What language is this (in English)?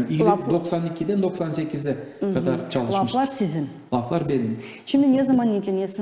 Gagauz